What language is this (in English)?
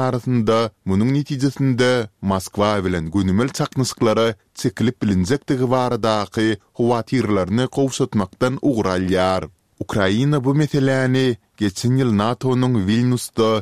Turkmen